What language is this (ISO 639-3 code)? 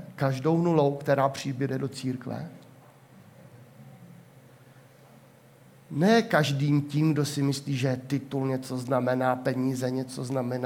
ces